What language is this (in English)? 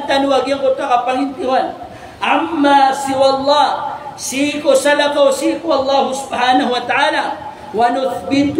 Maranao